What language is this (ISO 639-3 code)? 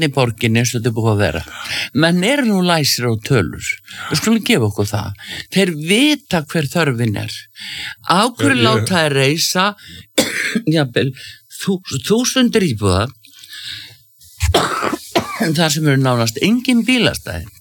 isl